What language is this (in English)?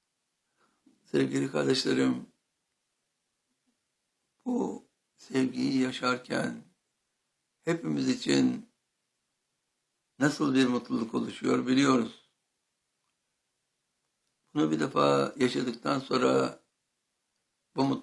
Turkish